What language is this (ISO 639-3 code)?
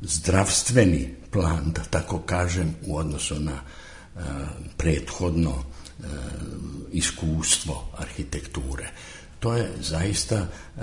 srp